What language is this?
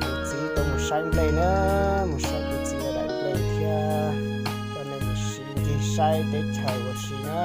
Hmong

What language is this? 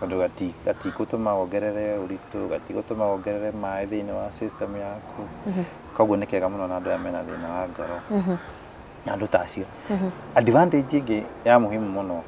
Kikuyu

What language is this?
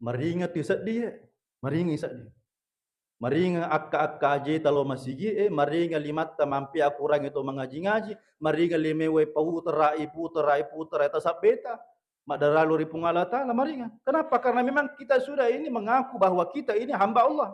Buginese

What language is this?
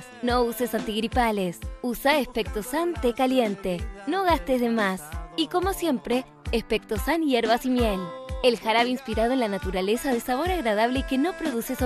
Spanish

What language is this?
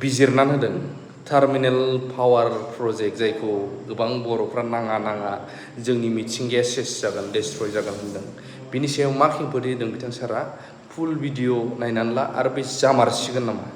Bodo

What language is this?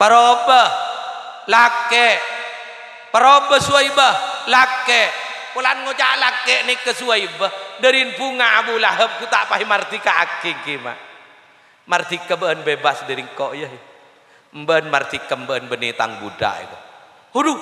Madurese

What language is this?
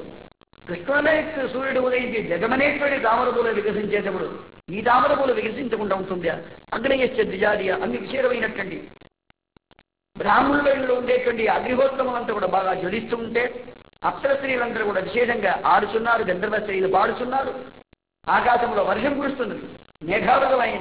Telugu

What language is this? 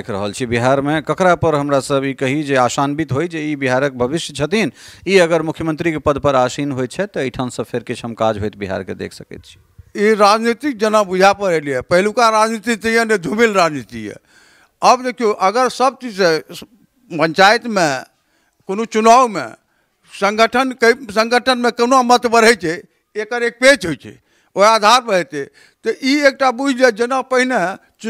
Maithili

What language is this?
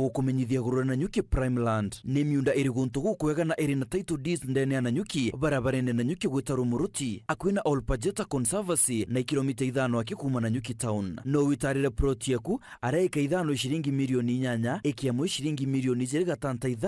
Meru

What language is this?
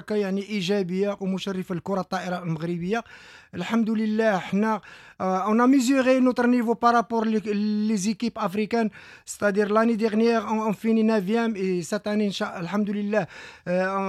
Moroccan Arabic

